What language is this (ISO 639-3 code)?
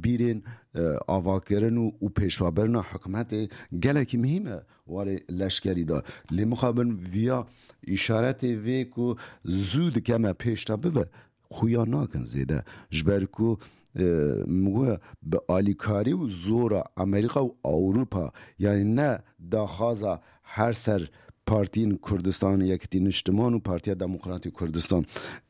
kur